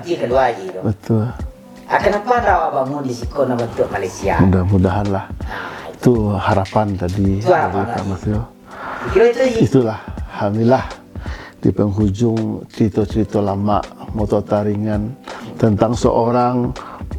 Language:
Minangkabau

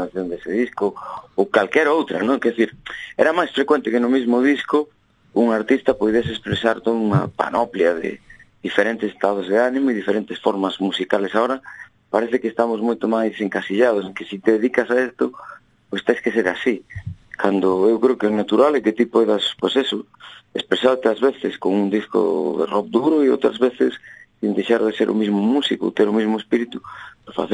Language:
Galician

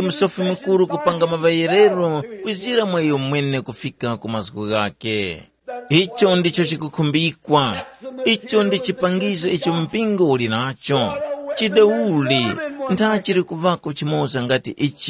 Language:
Tumbuka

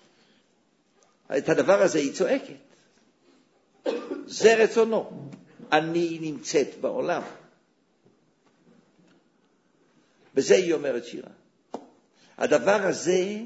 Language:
Hebrew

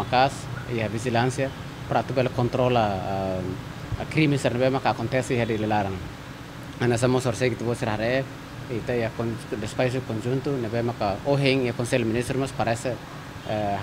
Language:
Tetum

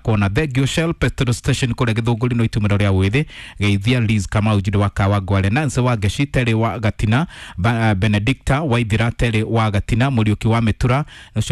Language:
Kikuyu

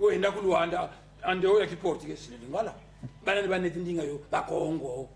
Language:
Kongo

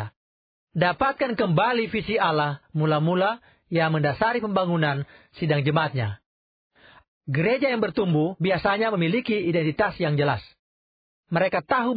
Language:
Indonesian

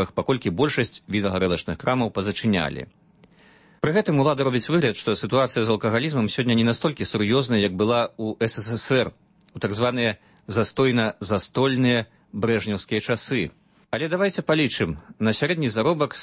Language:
Belarusian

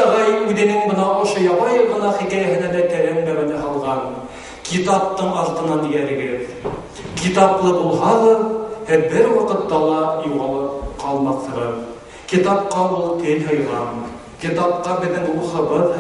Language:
Bashkir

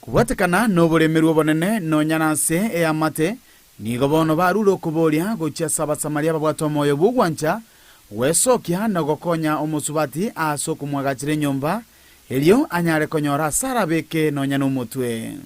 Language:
Gusii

